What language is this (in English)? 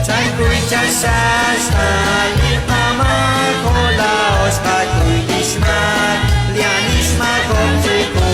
Kekchí